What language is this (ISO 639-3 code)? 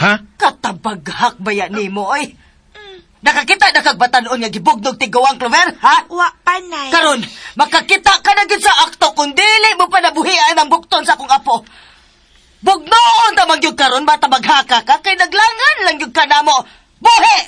ceb